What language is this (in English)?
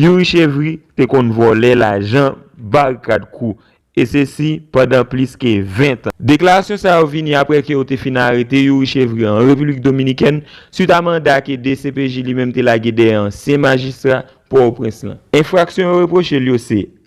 Haitian Creole